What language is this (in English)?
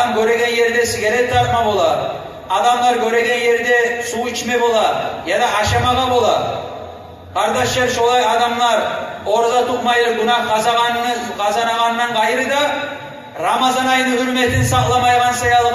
Kumyk